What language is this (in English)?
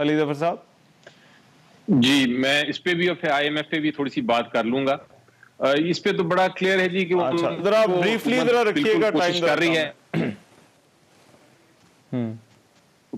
Urdu